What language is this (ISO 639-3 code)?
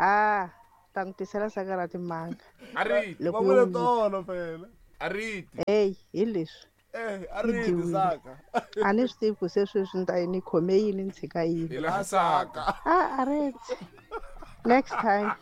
tso